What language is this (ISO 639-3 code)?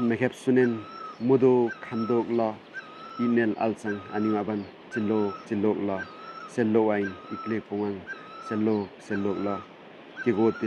lif